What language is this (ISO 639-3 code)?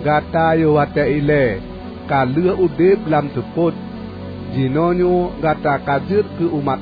ace